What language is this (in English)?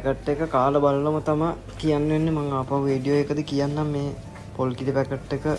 Sinhala